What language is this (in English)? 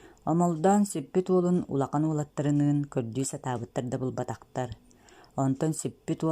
Yakut